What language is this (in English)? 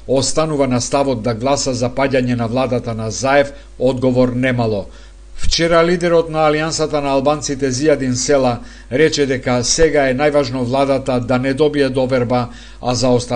Macedonian